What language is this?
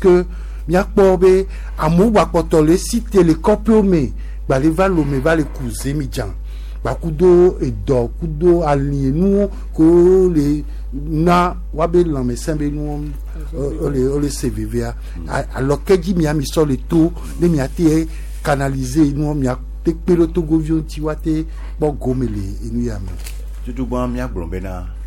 Gen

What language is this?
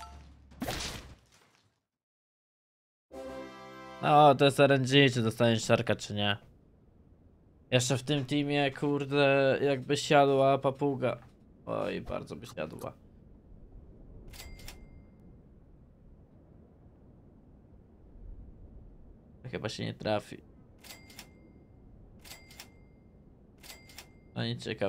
Polish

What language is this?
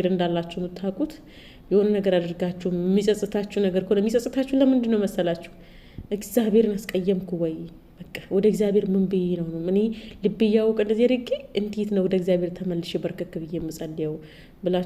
Amharic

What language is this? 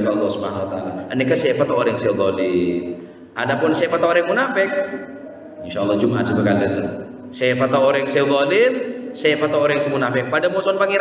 Madurese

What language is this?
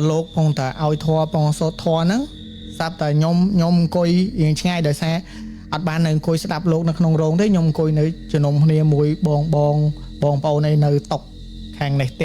Khmer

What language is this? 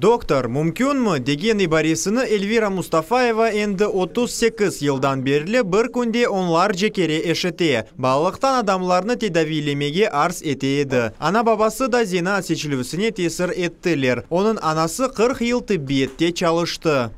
Crimean Tatar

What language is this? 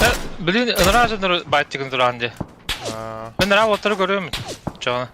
Yakut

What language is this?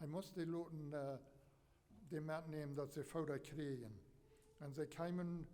Plautdietsch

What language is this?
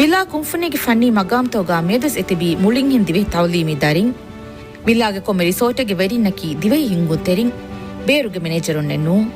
Divehi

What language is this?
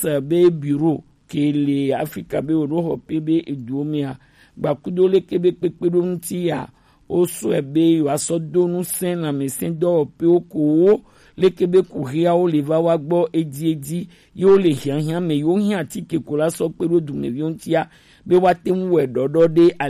Gen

